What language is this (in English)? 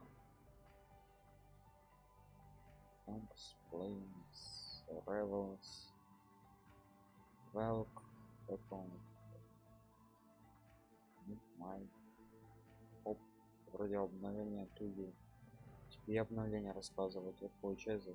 Russian